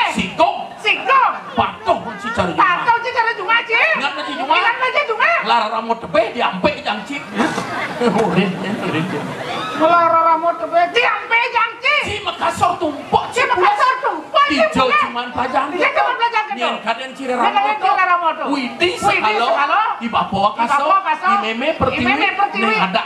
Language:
Balinese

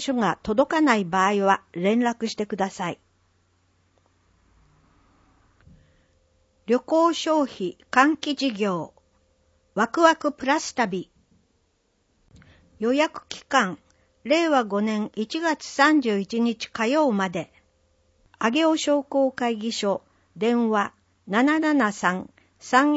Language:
Japanese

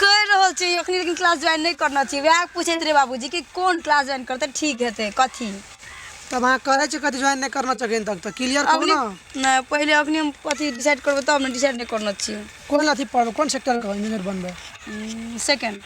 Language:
Maithili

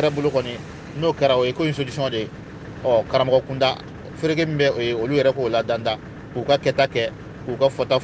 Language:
Bambara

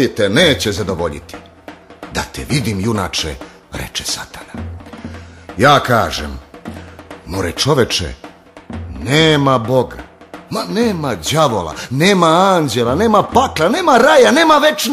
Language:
Serbian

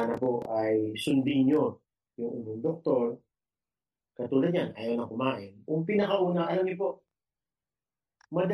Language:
Filipino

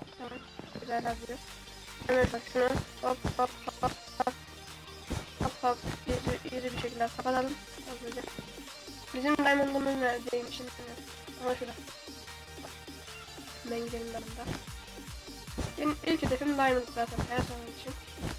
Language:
Turkish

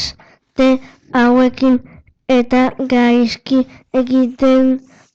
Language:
Basque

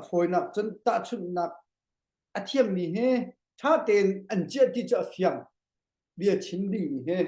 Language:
Hakha Chin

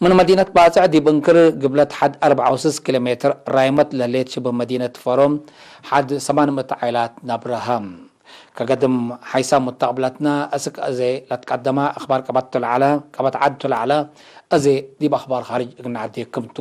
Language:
Tigre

